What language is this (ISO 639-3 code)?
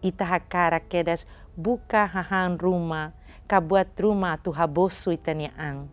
tet